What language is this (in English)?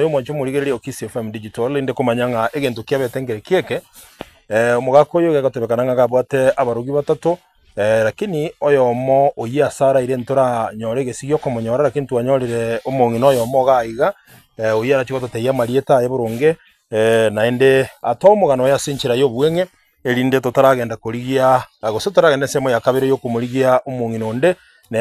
Gusii